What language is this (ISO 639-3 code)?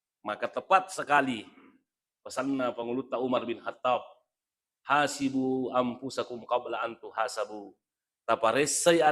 bug